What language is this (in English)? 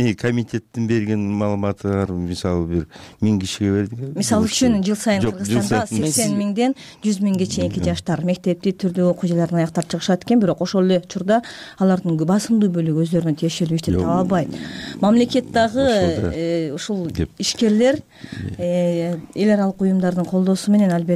Kyrgyz